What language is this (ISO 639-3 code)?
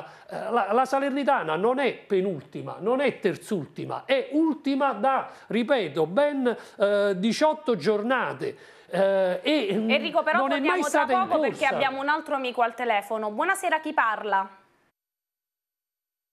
ita